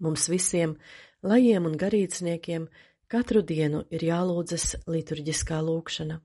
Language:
Latvian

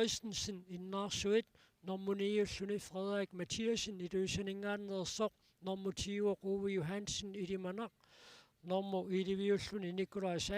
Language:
Kalaallisut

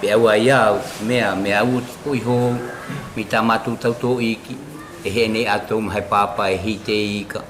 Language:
South Marquesan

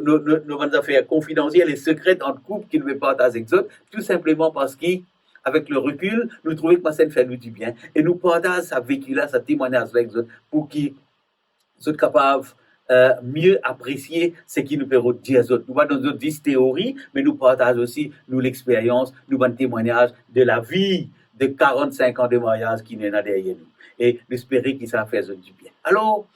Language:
Morisyen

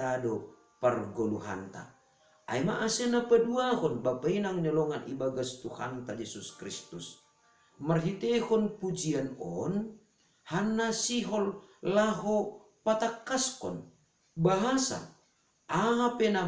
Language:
Batak Simalungun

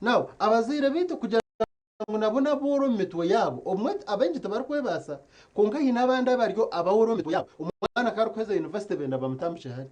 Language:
Nyankole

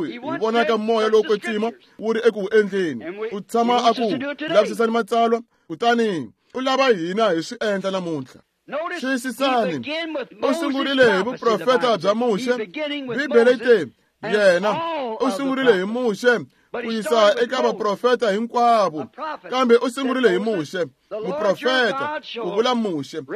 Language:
Tsonga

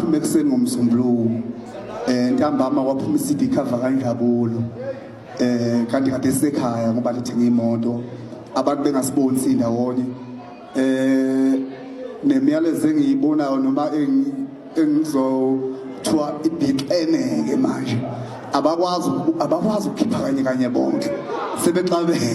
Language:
Zulu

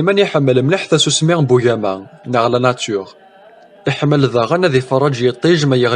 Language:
Kabyle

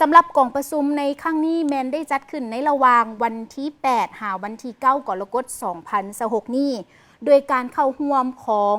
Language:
Lao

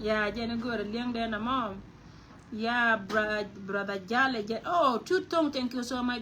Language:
Nuer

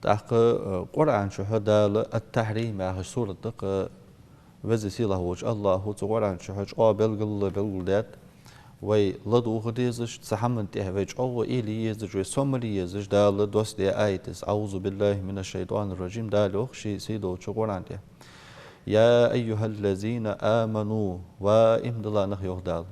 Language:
Ingush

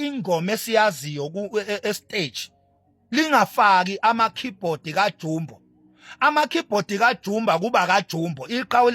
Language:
Zulu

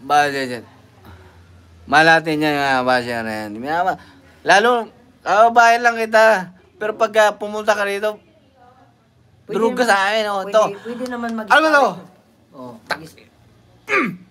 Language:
Filipino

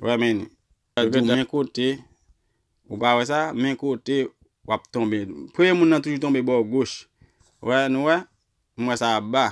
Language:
Haitian Creole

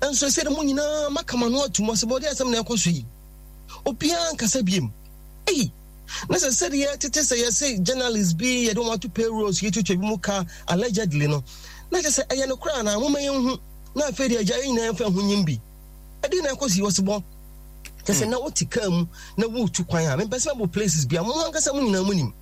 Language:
Akan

